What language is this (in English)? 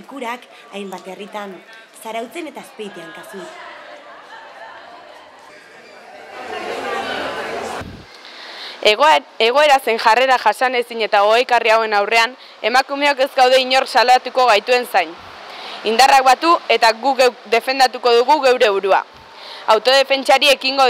Basque